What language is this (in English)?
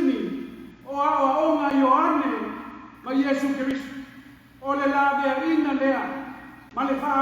Samoan